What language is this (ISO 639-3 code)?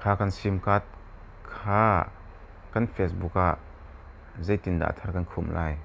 cnh